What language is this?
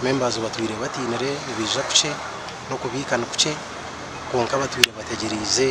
Nyankole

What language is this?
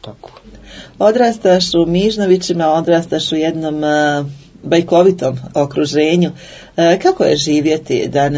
Bosnian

